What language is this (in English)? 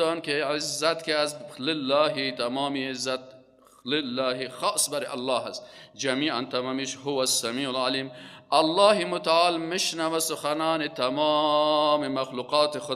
Persian